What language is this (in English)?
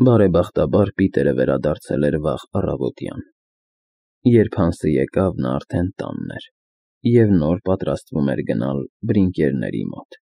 Armenian